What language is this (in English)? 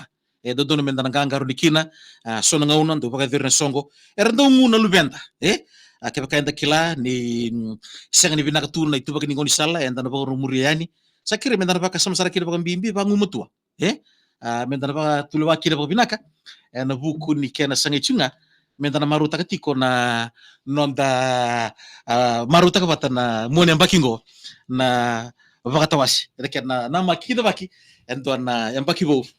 Fijian